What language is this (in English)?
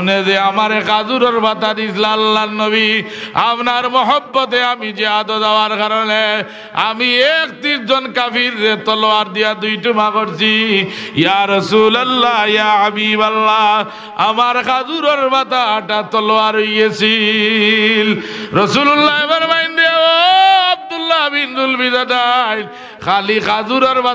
Sylheti